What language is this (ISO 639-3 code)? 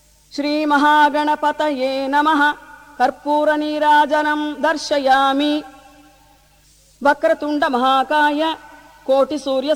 tel